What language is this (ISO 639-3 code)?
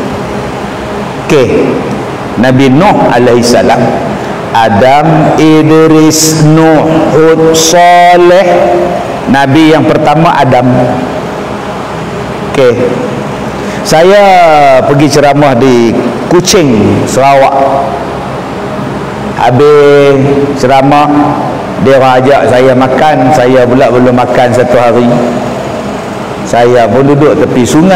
msa